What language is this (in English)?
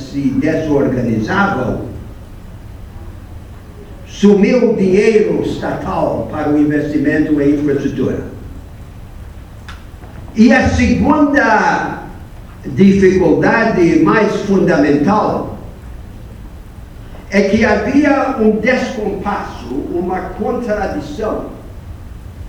Portuguese